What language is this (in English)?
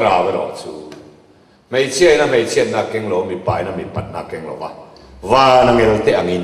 Mizo